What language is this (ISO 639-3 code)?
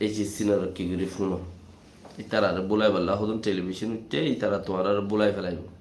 rhg